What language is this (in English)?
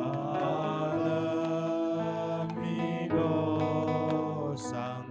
Batak Karo